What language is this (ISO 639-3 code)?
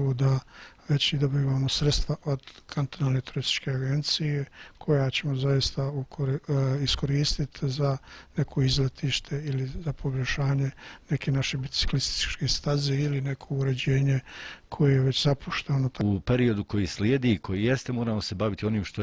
bos